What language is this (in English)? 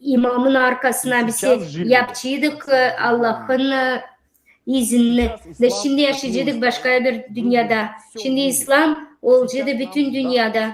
Gagauz